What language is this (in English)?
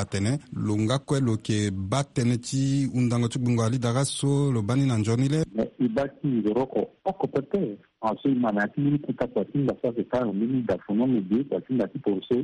Sango